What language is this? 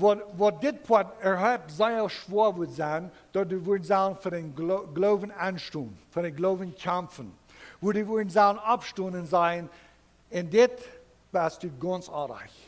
Plautdietsch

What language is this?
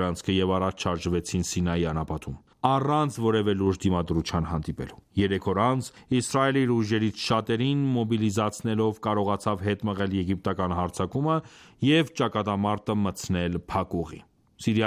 Armenian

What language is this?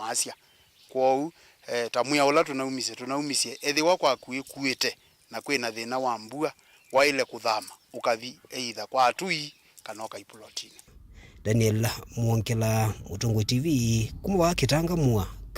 Kamba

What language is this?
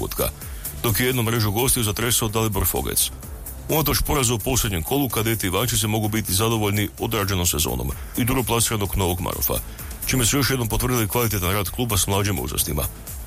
Croatian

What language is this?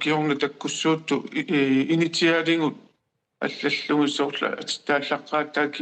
Kalaallisut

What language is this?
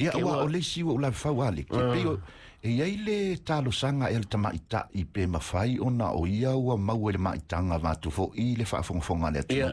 Samoan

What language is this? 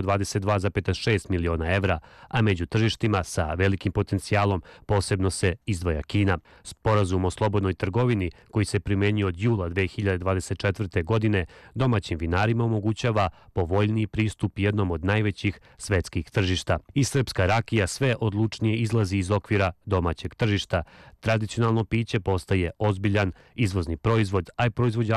Serbian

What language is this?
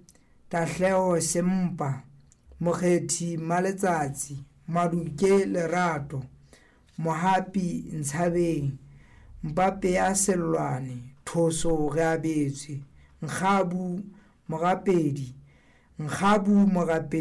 Southern Sotho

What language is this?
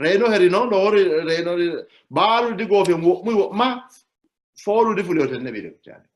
Sidamo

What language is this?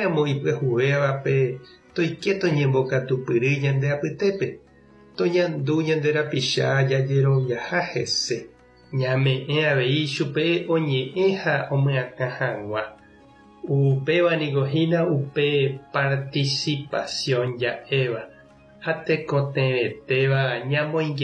Guarani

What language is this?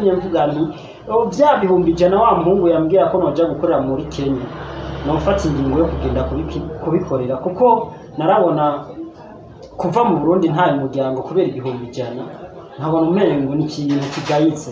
Rundi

